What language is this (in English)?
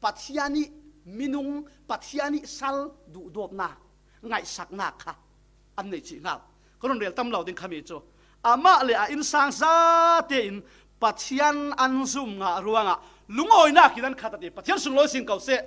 Falam Chin